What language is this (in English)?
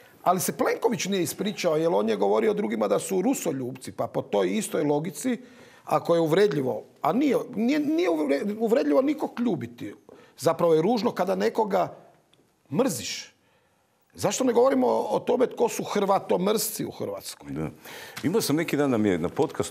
Croatian